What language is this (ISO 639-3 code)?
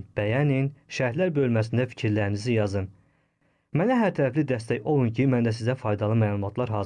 aze